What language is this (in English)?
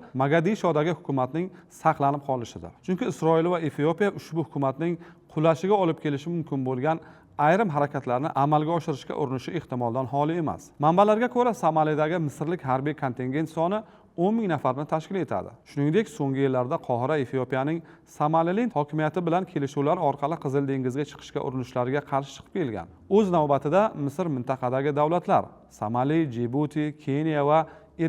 Uzbek